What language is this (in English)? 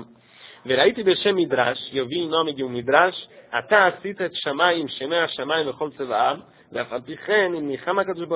Portuguese